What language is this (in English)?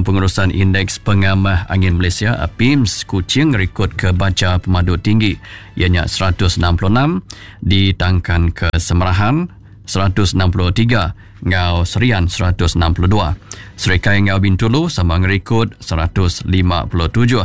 Iban